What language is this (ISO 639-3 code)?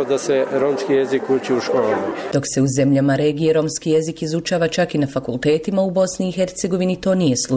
bos